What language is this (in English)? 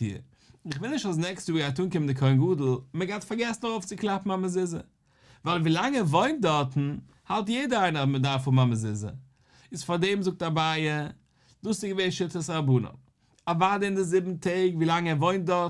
Yiddish